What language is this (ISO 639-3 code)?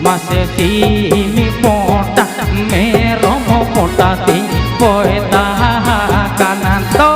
sat